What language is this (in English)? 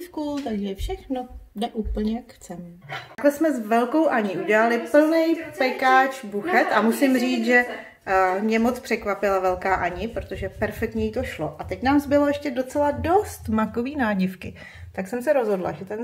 Czech